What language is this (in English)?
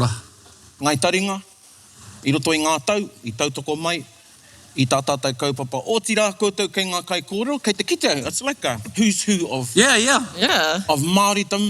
Māori